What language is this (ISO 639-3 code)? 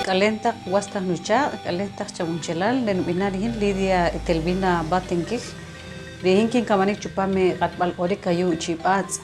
poh